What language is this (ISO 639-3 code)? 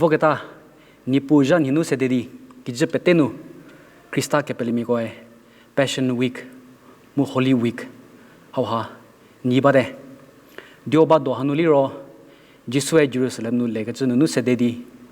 njm